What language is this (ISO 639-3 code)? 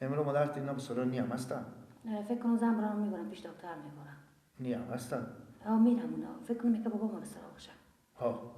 fas